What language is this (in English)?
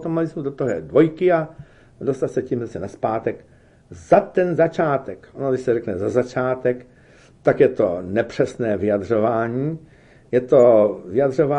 Czech